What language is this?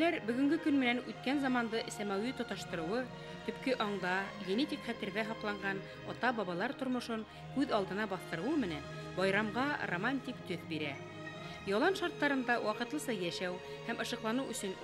Bashkir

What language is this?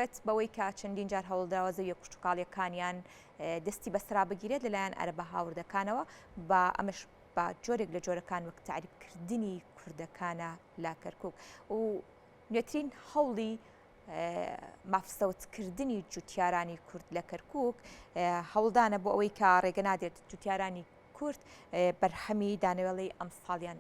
Central Kurdish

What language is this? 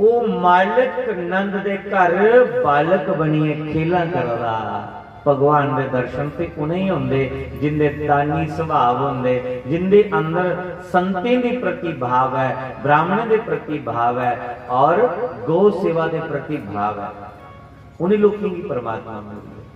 Dogri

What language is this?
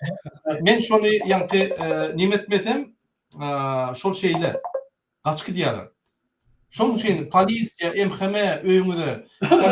Turkmen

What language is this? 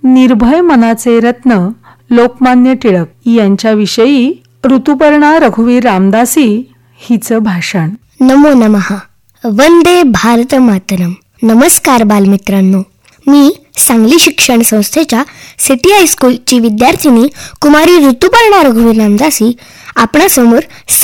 Marathi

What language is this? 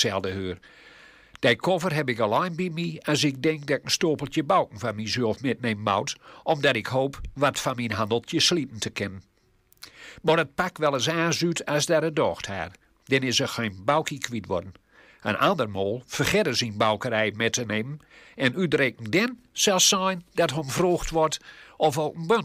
Gronings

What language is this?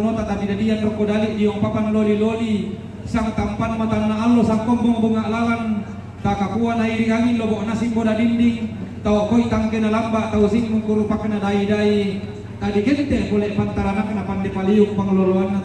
Toraja-Sa'dan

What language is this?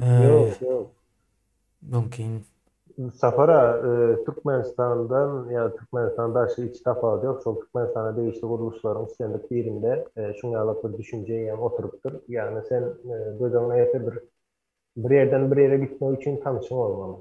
Turkmen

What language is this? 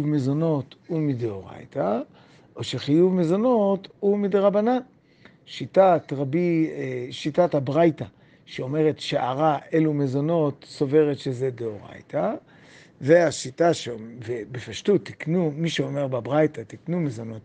Hebrew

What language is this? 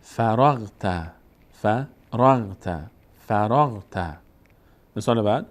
Persian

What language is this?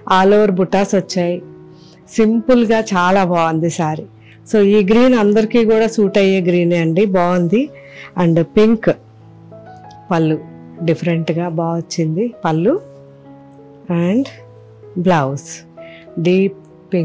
Telugu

